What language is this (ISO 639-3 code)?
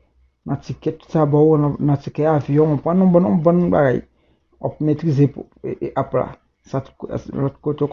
hat